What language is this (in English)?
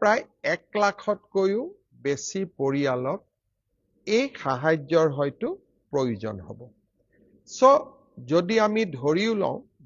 Assamese